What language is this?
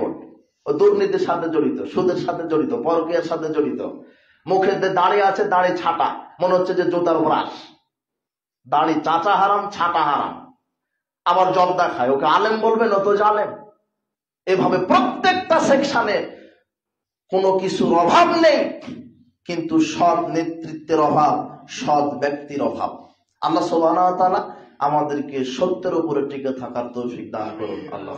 Bangla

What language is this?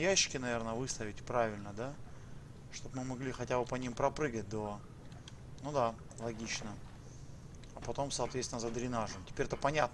Russian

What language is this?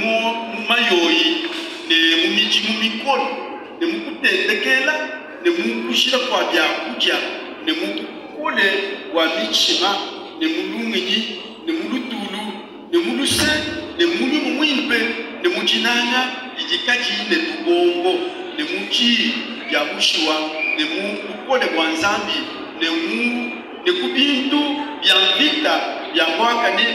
Luba-Lulua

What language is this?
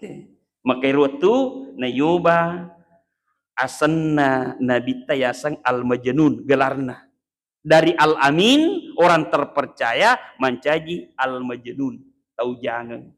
Buginese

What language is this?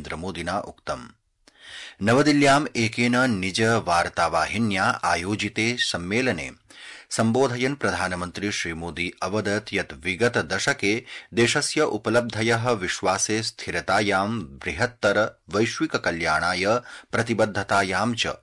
Sanskrit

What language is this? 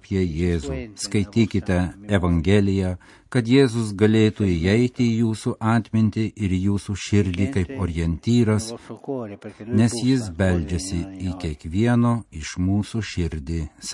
Lithuanian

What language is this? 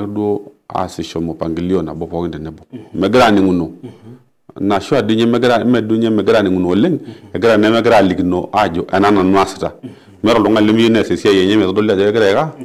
Masai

